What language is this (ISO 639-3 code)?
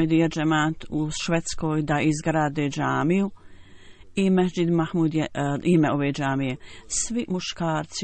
bos